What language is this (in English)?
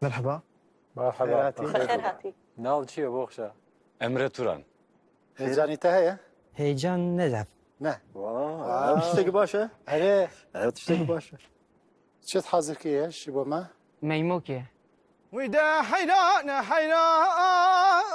Kurdish